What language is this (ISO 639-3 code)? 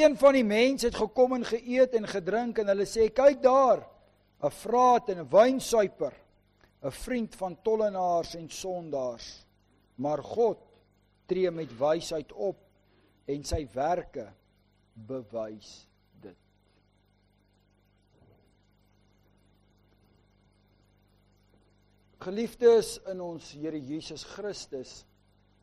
afr